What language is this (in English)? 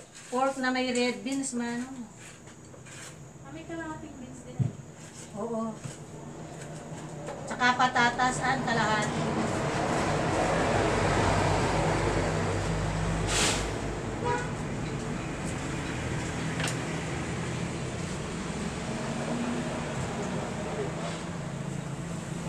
Filipino